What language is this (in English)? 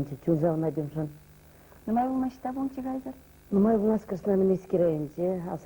Chuvash